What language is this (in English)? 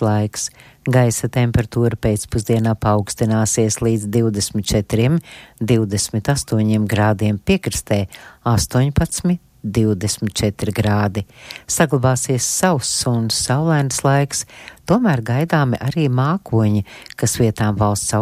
Latvian